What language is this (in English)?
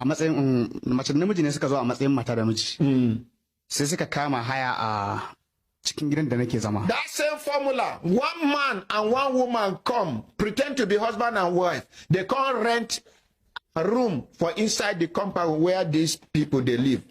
Hausa